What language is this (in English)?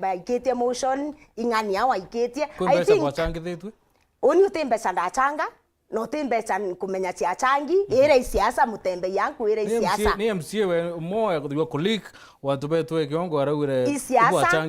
Meru